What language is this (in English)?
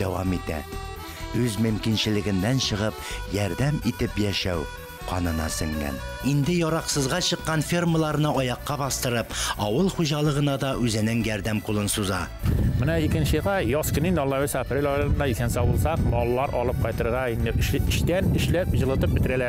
Tatar